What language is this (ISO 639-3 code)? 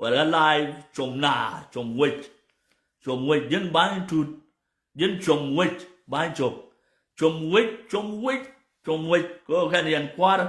nus